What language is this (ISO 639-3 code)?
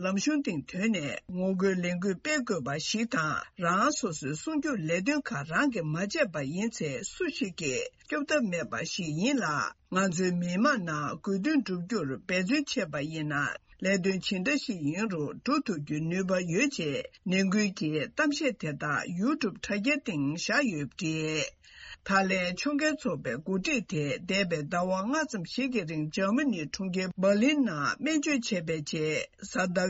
bod